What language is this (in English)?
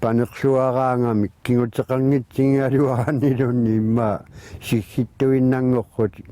Kalaallisut